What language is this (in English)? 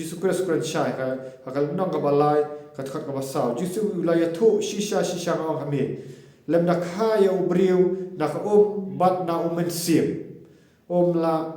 Khasi